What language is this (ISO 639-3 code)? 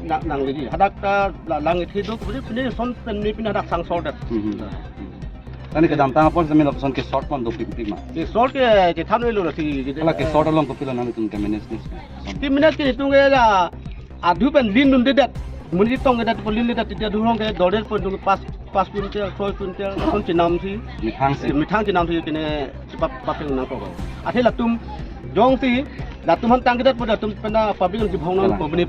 mjw